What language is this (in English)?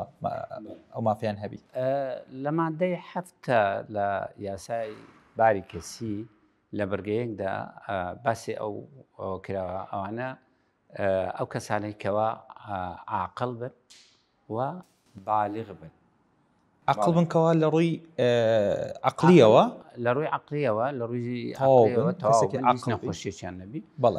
Central Kurdish